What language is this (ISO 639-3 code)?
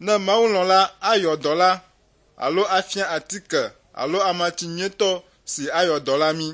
ewe